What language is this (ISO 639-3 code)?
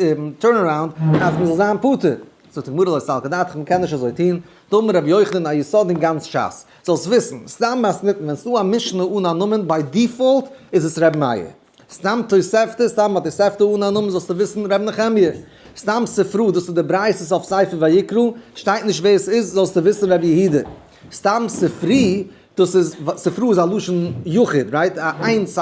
yid